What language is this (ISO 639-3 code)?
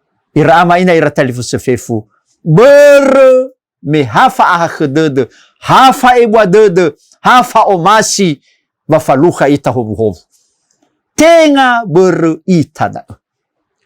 nia